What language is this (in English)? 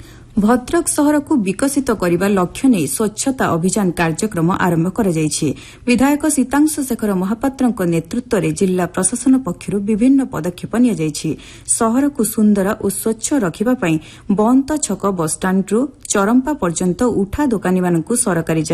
Odia